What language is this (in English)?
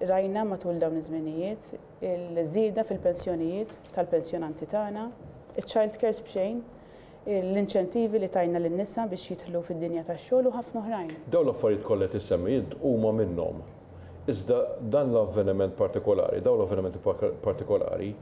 Maltese